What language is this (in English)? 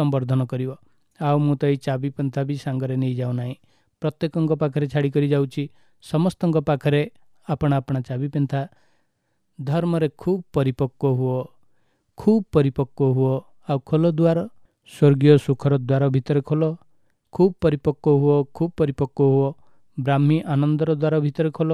Odia